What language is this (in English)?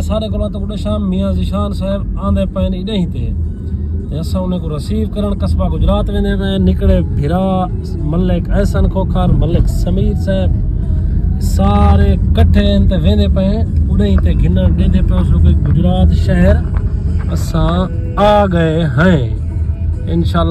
Saraiki